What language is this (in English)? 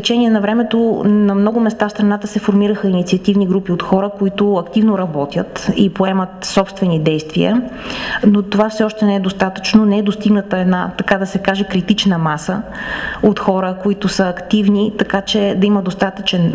Bulgarian